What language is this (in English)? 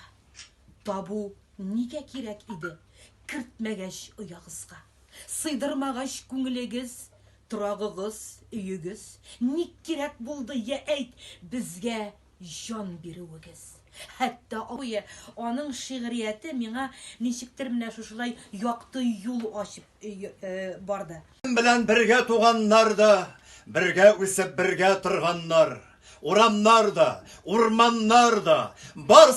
Tatar